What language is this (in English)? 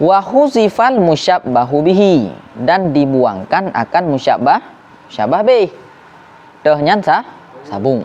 Achinese